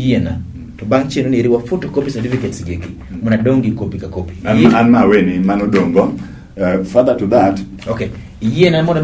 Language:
Luo (Kenya and Tanzania)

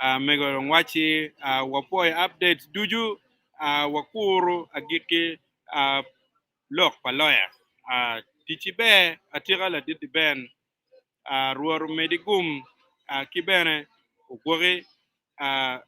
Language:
Acoli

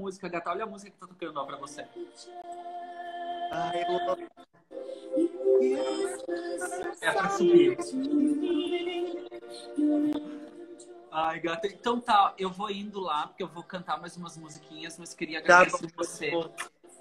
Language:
Portuguese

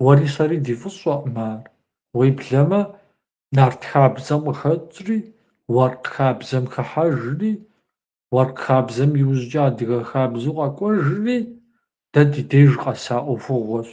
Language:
Kabardian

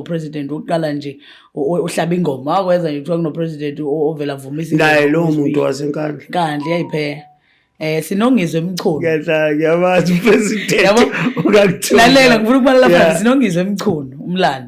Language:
Zulu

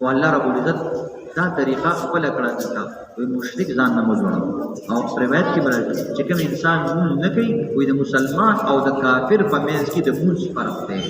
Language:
Pashto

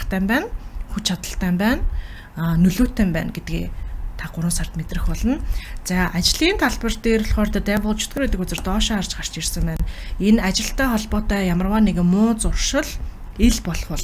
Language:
Mongolian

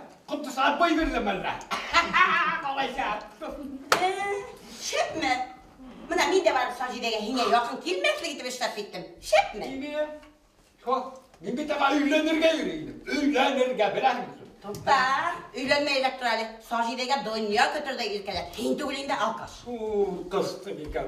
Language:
Bashkir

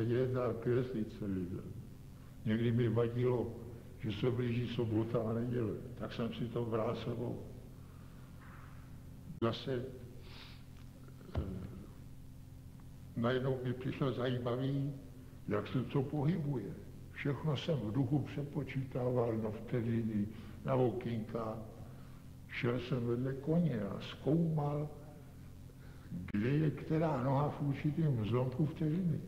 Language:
Czech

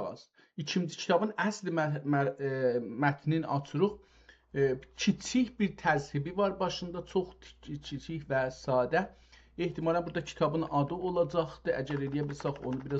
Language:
South Azerbaijani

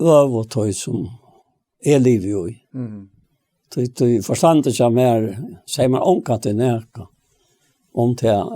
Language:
Faroese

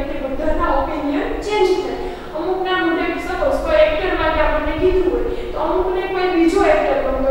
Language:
Gujarati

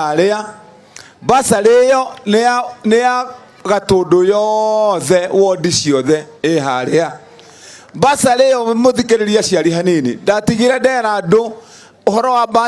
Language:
Kikuyu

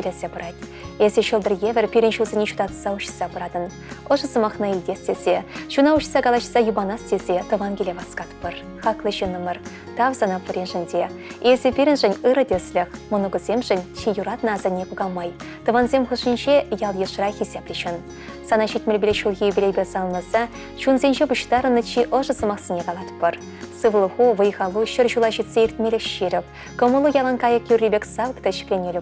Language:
Chuvash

